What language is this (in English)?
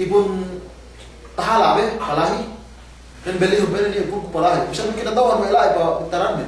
Yakan